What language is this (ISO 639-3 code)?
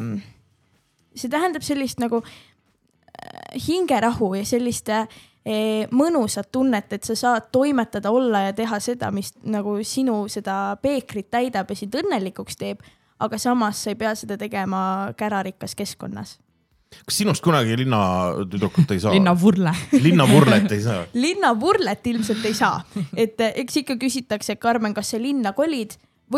est